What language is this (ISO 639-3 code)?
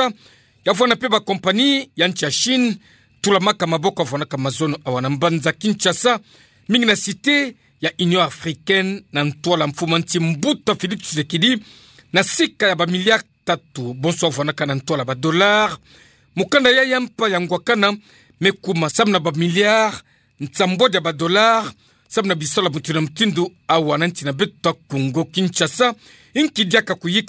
ktu